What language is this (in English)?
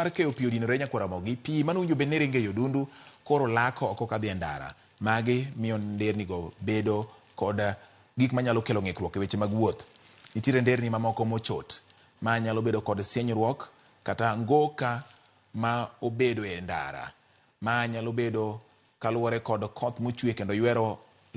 Luo (Kenya and Tanzania)